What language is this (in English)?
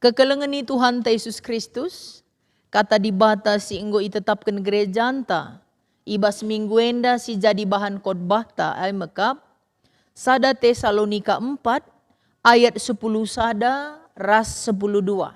Batak Karo